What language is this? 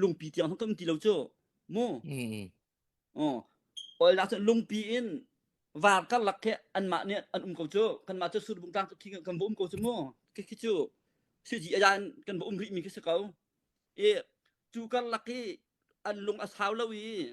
Hakha Chin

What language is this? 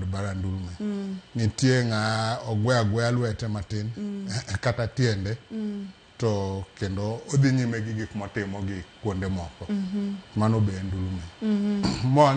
Luo (Kenya and Tanzania)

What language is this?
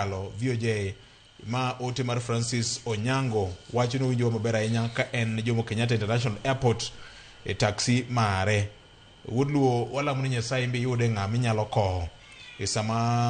Luo (Kenya and Tanzania)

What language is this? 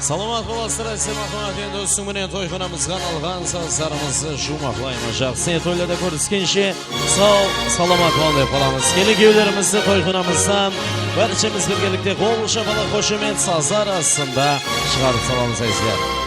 Kara-Kalpak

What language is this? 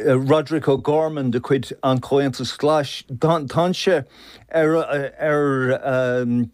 Irish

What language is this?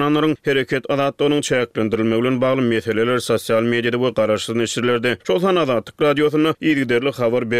Turkmen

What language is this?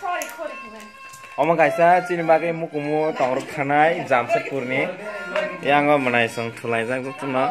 Kok Borok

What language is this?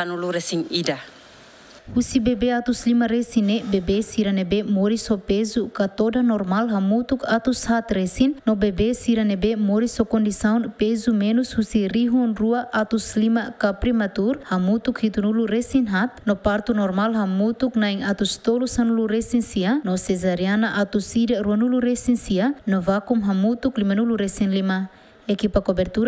Tetum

